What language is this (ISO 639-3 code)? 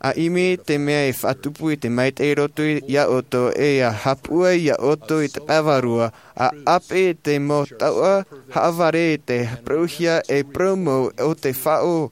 tah